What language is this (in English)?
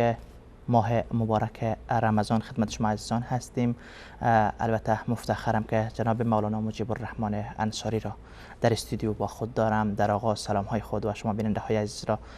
Persian